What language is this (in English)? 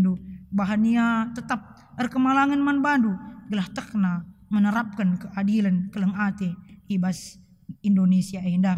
Batak Karo